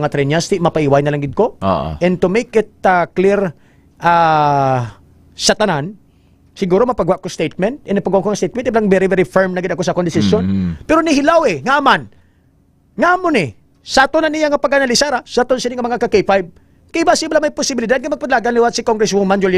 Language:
Hiligaynon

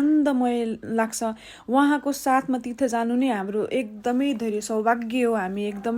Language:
Nepali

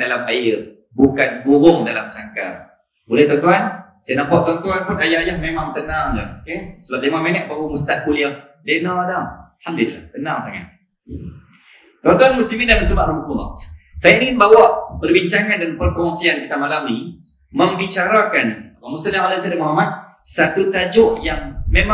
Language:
Malay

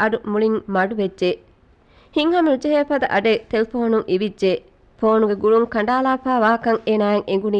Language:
Divehi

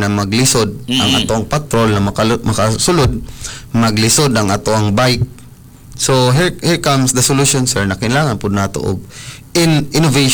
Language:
Cebuano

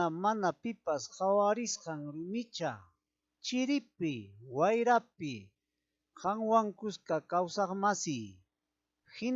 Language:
Ayacucho Quechua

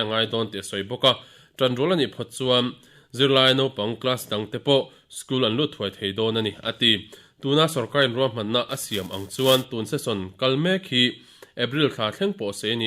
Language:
Mizo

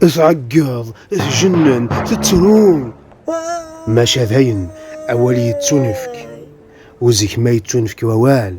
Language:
Kabyle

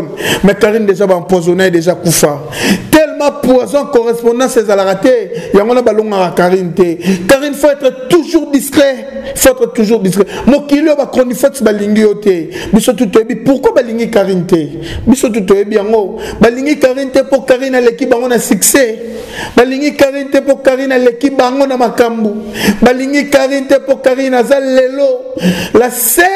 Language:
Lingala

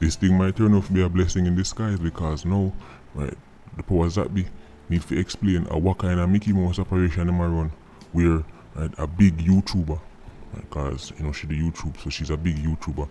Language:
Jamaican Creole English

